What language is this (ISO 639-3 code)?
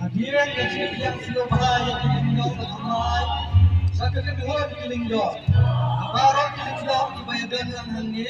kha